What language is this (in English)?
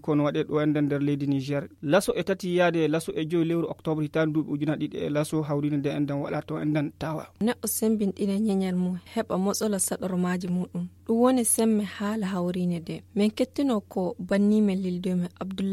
Fula